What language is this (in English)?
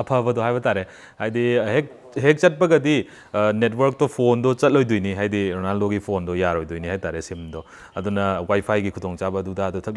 Manipuri